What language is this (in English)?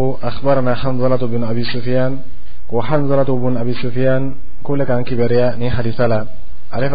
Dyula